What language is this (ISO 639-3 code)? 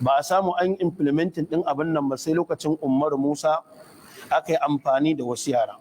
hau